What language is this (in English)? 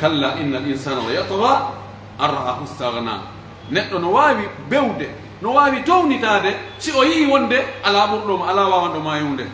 Pular